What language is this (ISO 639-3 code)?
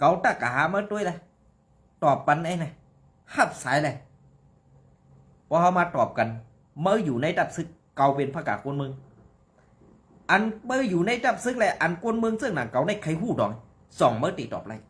shn